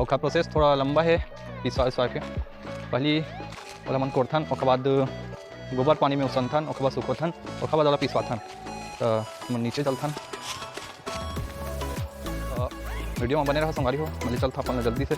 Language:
Chhattisgarhi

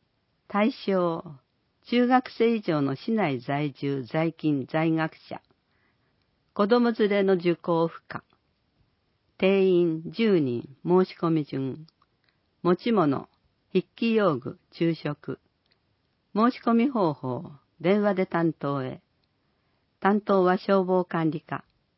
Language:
Japanese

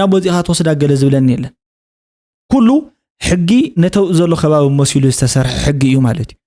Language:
Tigrinya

